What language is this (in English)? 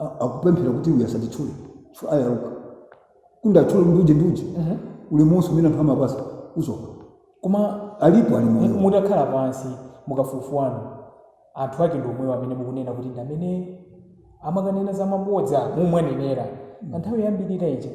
Nyanja